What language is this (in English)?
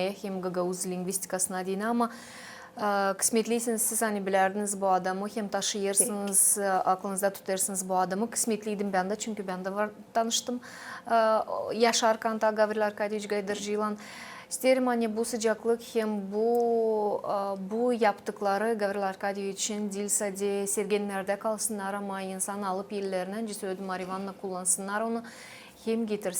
Gagauz